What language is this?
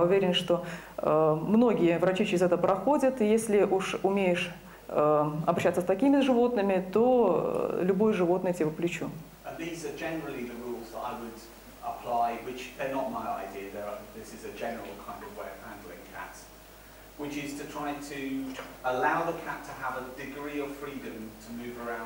Russian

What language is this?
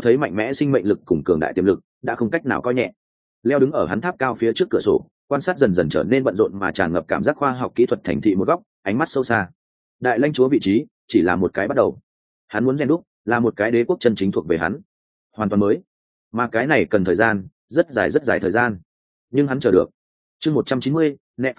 Vietnamese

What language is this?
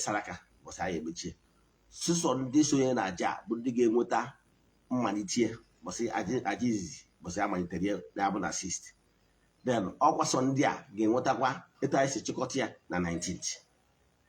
Igbo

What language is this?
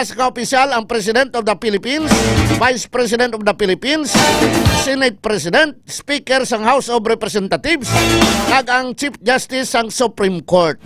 Hiligaynon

